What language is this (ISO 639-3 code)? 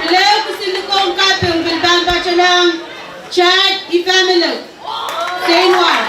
pon